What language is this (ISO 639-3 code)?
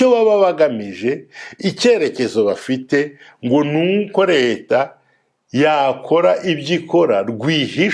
kin